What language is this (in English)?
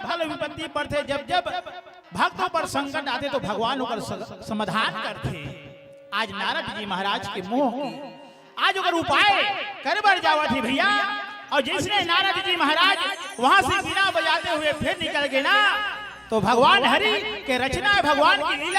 Chhattisgarhi